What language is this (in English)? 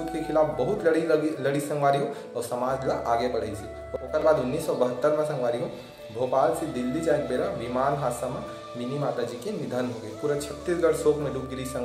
Chhattisgarhi